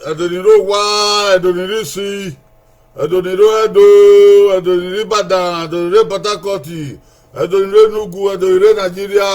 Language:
Bini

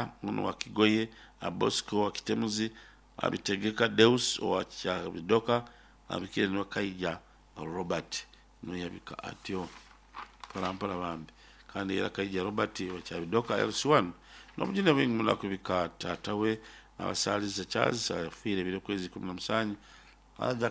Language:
Nyoro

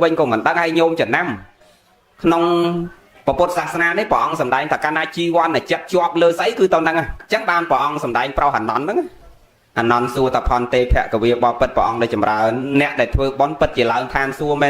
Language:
Khmer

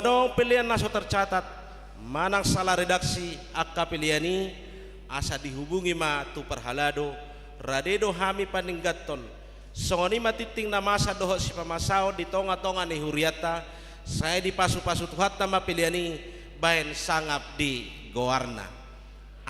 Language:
Batak Toba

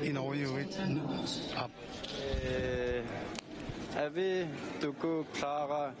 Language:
Kalaallisut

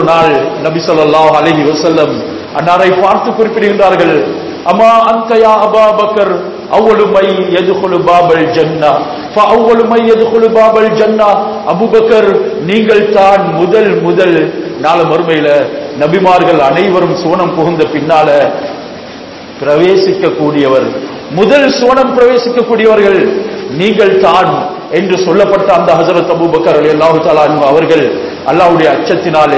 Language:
Tamil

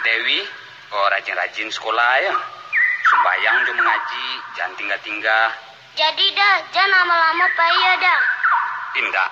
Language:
Minangkabau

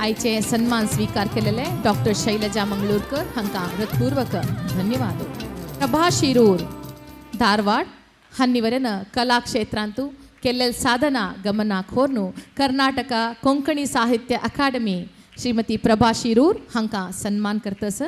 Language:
Konkani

